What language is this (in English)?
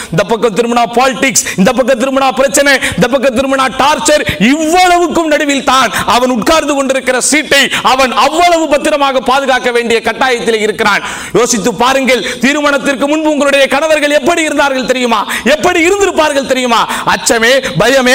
Tamil